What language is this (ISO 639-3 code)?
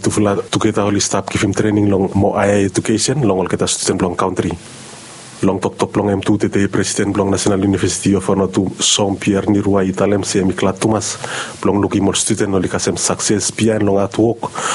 bis